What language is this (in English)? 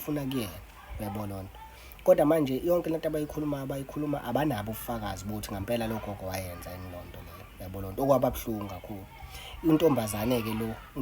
Zulu